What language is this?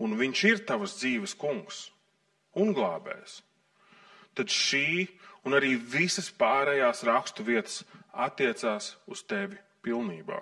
Latvian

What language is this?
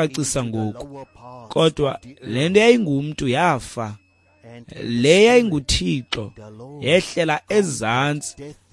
Xhosa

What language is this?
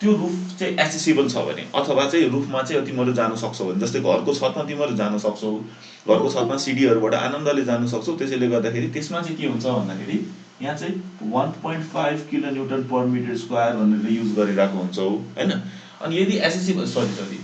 Nepali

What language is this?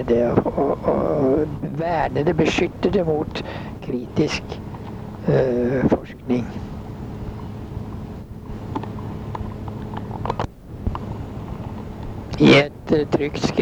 Norwegian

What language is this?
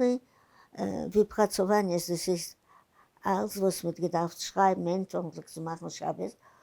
Yiddish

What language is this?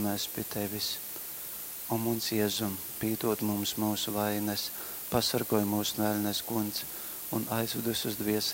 Latgalian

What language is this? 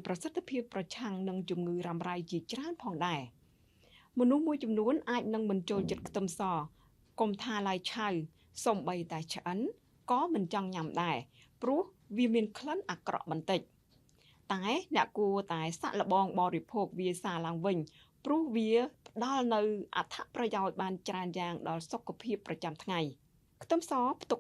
Khmer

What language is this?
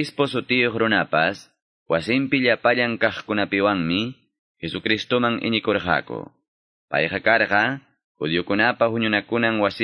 Quechua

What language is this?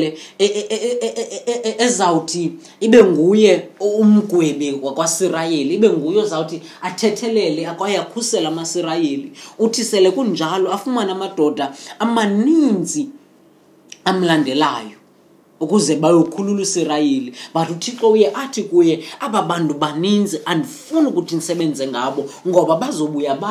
Xhosa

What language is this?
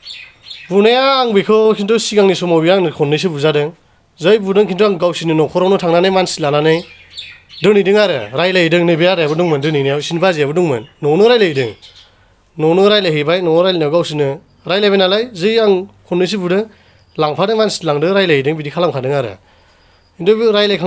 Bodo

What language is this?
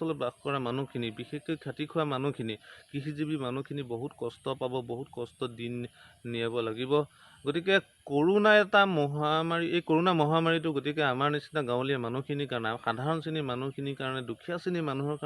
Assamese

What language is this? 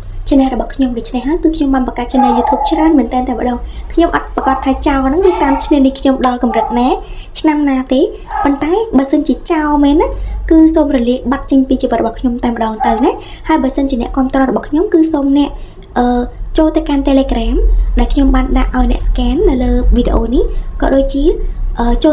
Khmer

